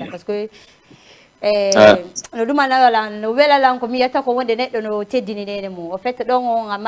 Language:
Fula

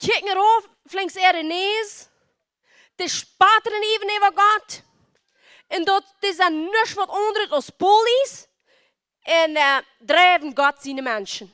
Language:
Plautdietsch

